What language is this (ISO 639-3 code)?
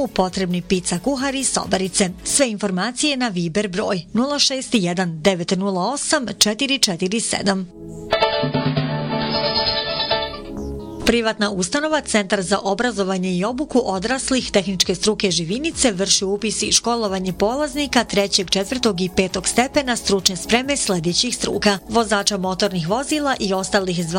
bos